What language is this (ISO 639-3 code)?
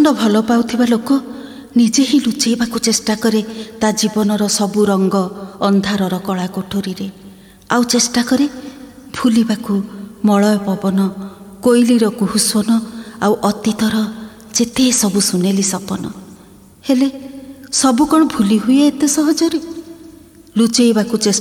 ori